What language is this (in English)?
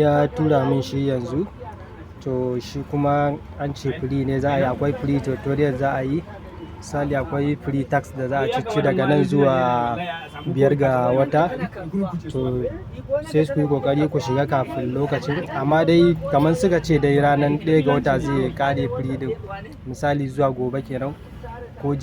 Hausa